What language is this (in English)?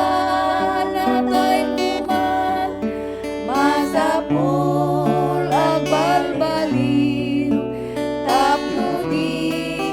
Iloko